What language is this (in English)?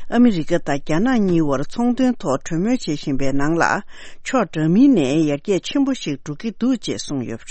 Tibetan